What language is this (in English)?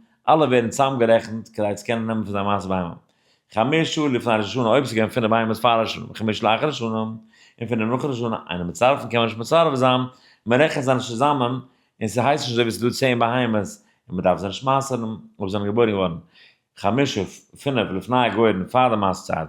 Yiddish